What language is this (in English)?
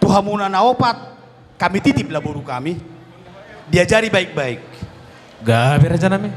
Batak Toba